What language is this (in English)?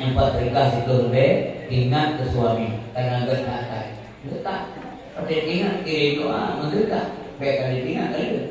Achinese